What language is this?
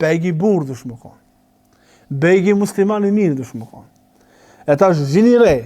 Albanian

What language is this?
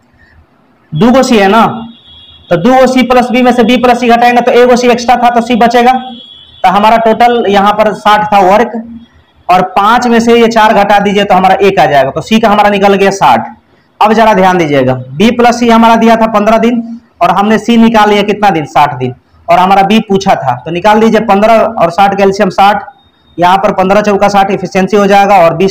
Hindi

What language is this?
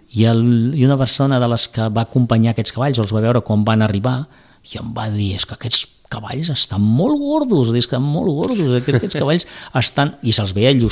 Catalan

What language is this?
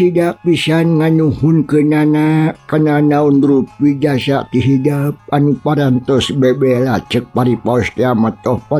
Sundanese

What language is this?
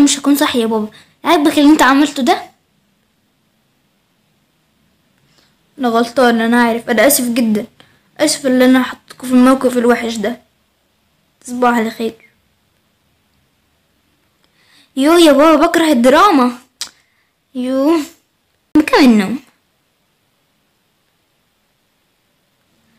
Egyptian Arabic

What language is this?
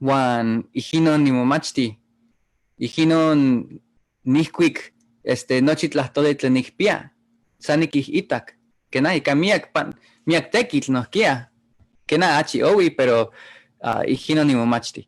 Eastern Huasteca Nahuatl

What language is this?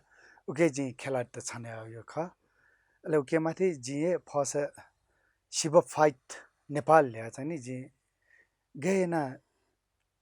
Newari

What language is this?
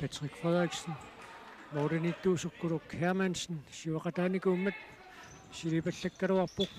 Kalaallisut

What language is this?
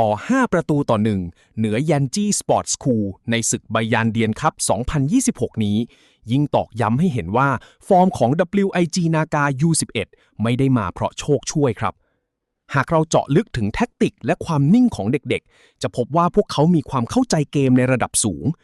Lao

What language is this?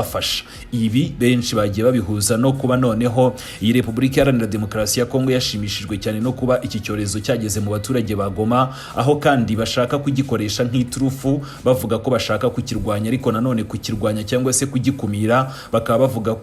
Kinyarwanda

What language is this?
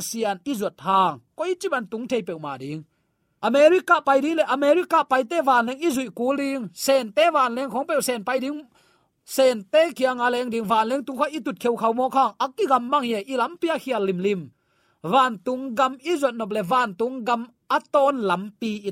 Tedim Chin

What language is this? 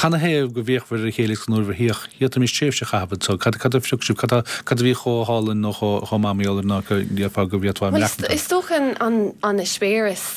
Irish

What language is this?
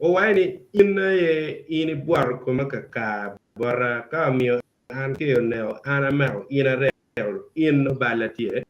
Acoli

